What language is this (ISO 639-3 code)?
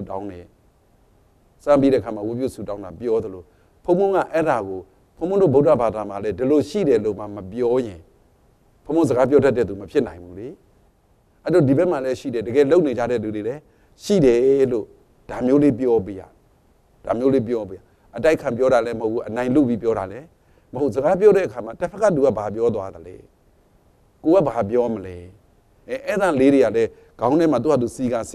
mya